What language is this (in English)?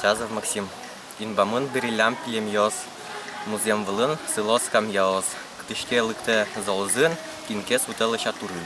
Udmurt